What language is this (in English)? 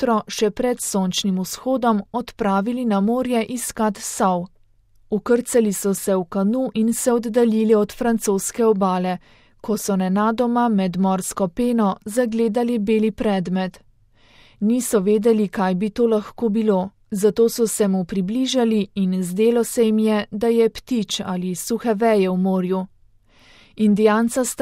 Slovenian